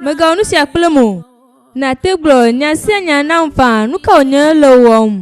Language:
Ewe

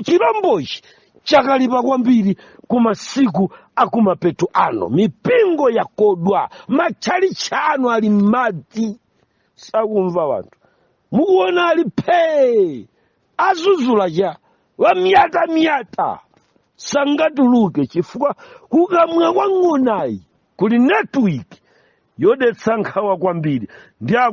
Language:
Nyanja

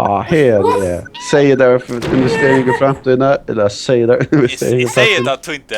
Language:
Faroese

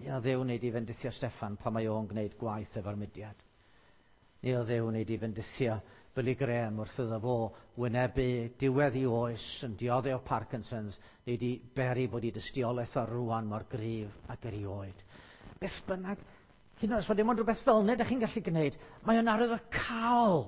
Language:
Welsh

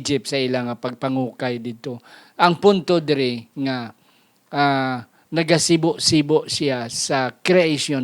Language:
Hiligaynon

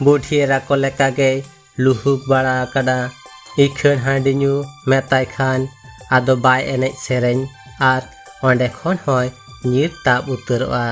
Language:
Santali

